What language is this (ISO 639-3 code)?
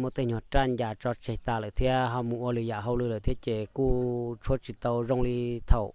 hmn